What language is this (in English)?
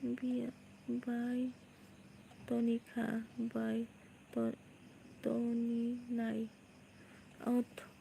Kok Borok